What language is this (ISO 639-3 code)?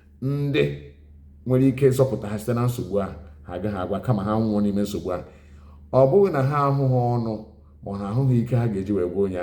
ibo